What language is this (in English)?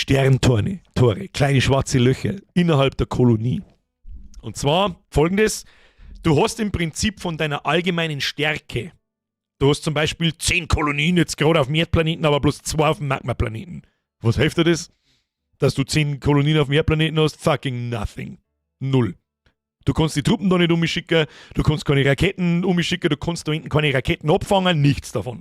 Bavarian